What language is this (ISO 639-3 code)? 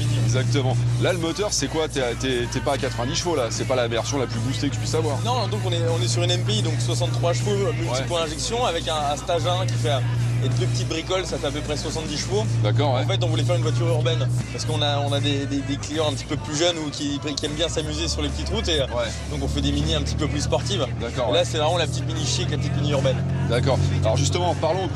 fra